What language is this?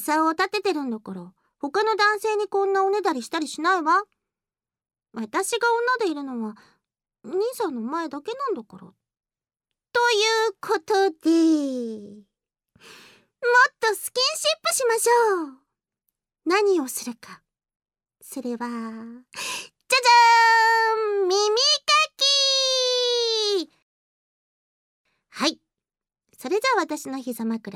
Japanese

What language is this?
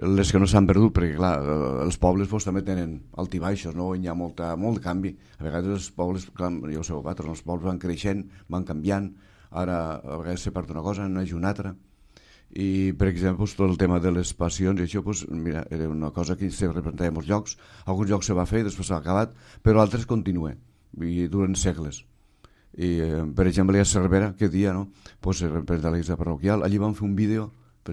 Catalan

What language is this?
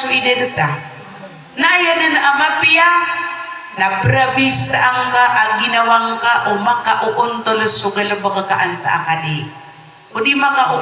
Maranao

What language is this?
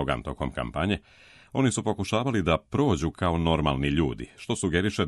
Serbian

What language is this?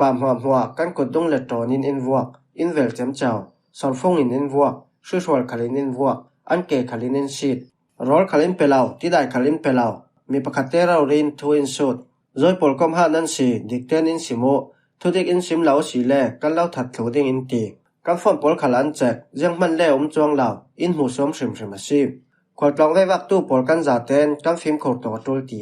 Falam Chin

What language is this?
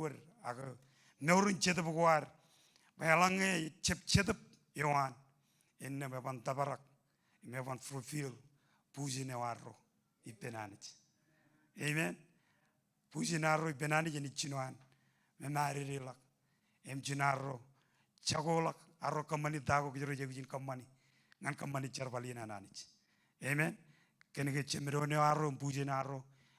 Marshallese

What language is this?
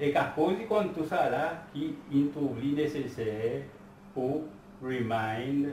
Seselwa Creole French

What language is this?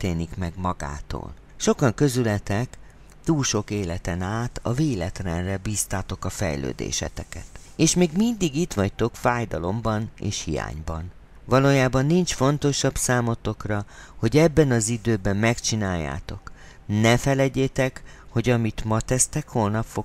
Hungarian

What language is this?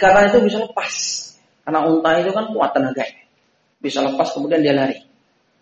Indonesian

